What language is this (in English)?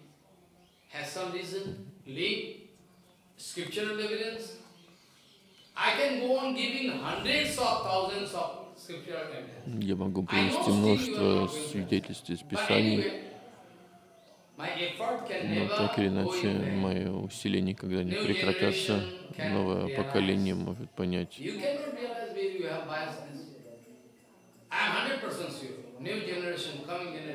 Russian